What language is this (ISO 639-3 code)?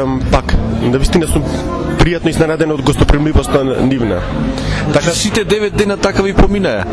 mkd